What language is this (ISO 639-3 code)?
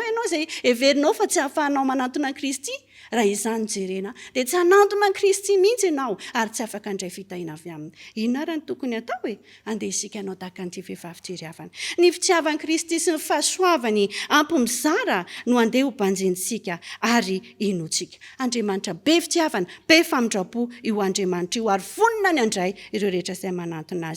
mlg